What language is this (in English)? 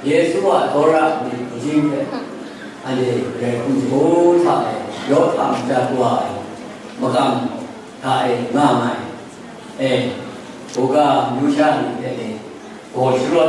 Kachin